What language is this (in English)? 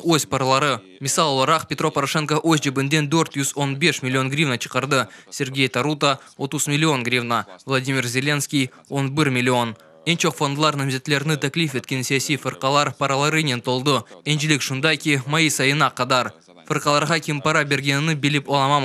Crimean Tatar